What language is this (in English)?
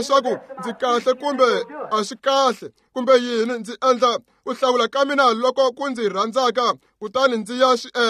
Tsonga